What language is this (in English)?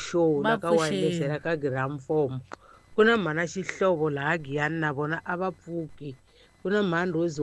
Tsonga